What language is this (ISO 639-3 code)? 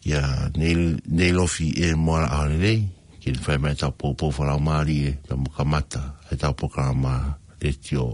ton